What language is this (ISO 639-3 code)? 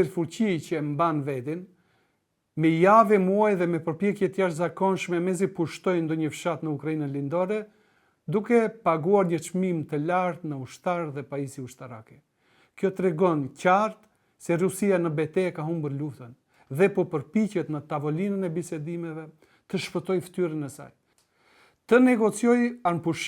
sqi